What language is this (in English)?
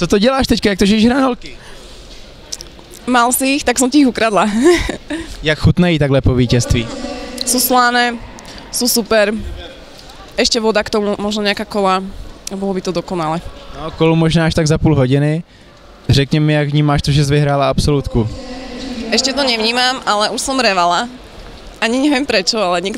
Slovak